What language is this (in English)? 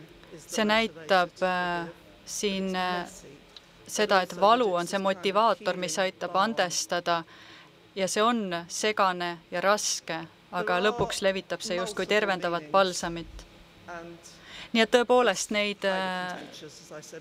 Estonian